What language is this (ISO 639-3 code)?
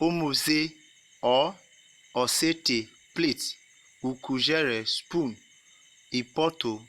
urh